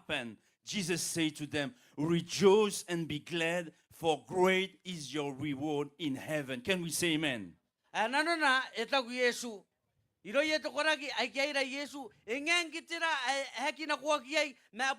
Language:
Gilbertese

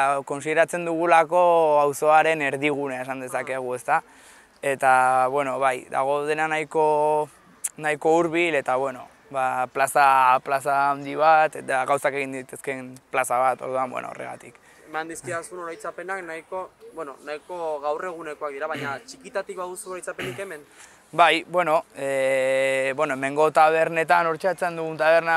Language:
Basque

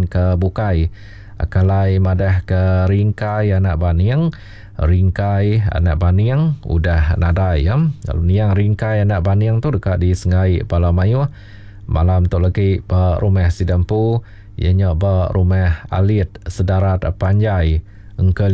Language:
Iban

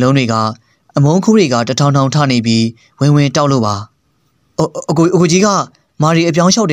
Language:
Burmese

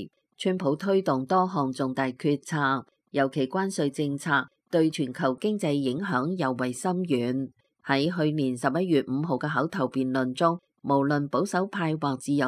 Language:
Cantonese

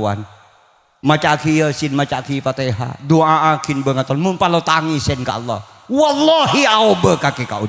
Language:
Madurese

